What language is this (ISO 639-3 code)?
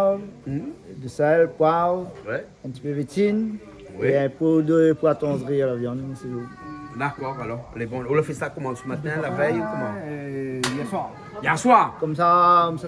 rcf